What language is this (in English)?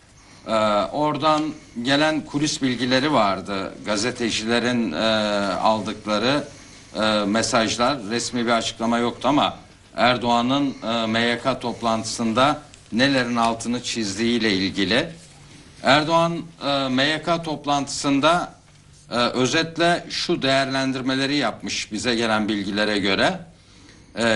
Turkish